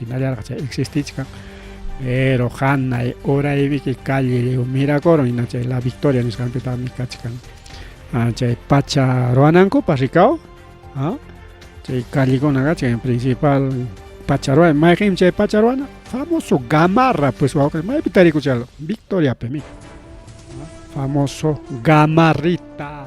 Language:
Ayacucho Quechua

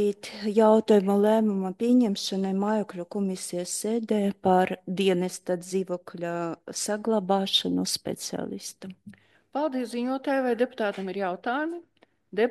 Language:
Latvian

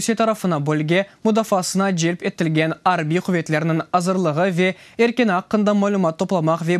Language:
Crimean Tatar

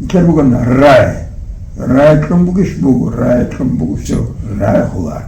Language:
Avaric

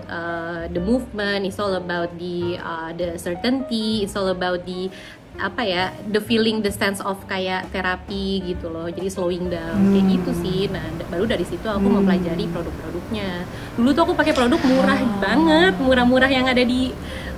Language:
Indonesian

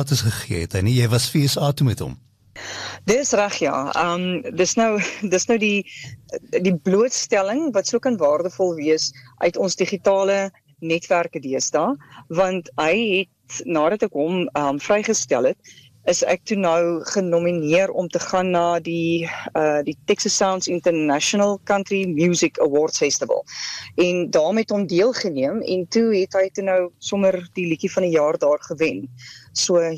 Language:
Afrikaans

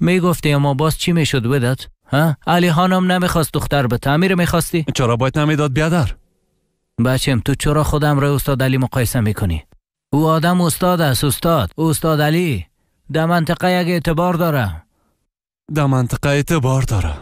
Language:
Persian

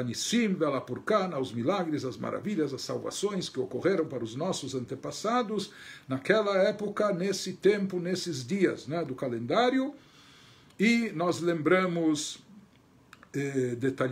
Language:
Portuguese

